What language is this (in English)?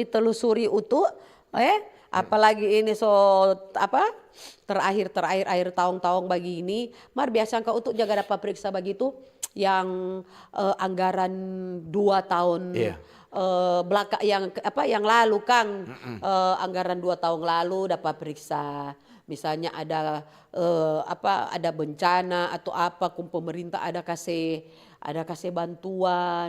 Manado Malay